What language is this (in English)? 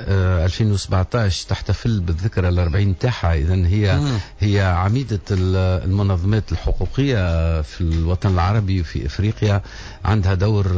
Tunisian Arabic